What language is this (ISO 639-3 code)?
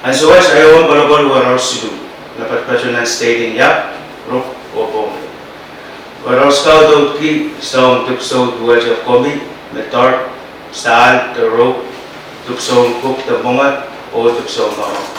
pon